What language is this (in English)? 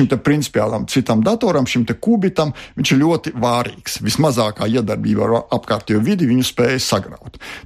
Latvian